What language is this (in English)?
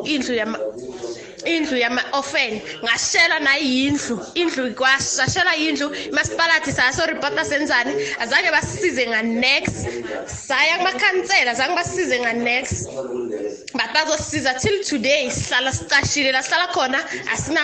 South Ndebele